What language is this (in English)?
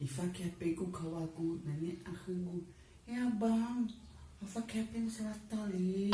Nias